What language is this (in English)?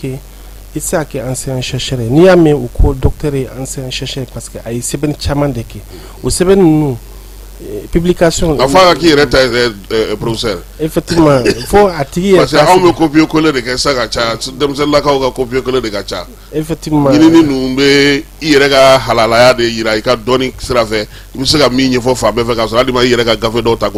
Bambara